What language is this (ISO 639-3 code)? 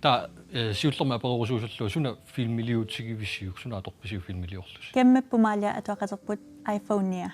kal